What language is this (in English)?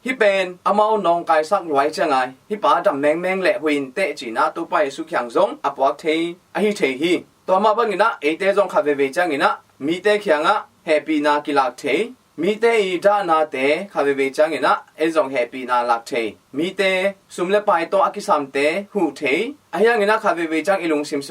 Tedim Chin